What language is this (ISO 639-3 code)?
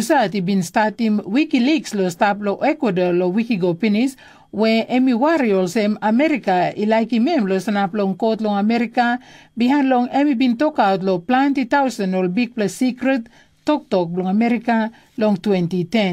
tpi